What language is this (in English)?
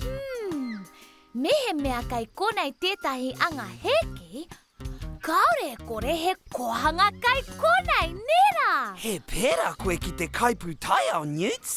Māori